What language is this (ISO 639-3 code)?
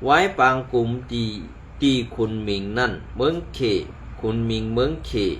shn